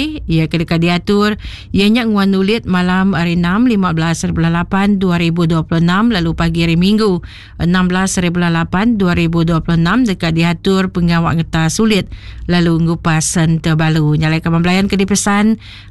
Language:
Iban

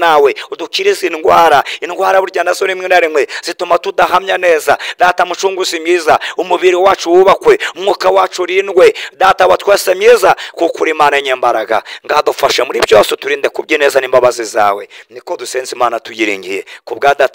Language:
Kinyarwanda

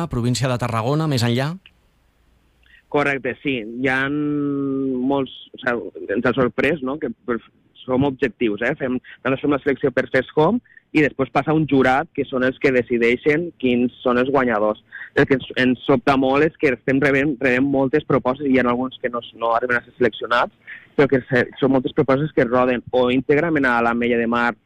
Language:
Catalan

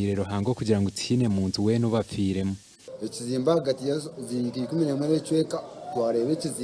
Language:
Nyankole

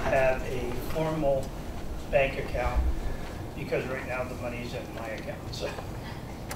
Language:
English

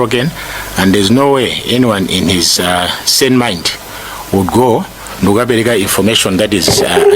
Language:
Nyanja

